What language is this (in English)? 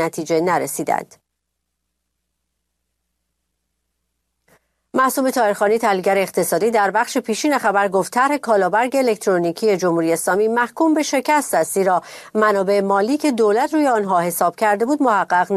Persian